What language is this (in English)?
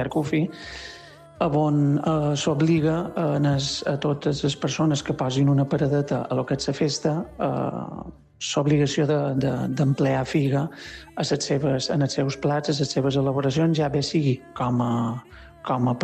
Catalan